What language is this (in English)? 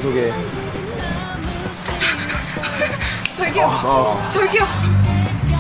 Korean